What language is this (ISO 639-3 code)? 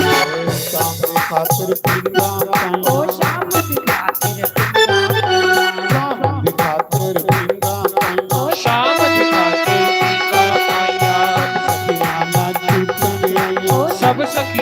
doi